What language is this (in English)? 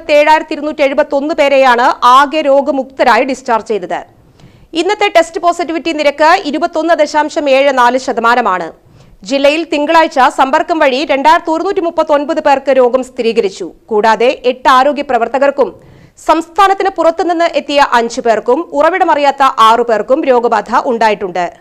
Malayalam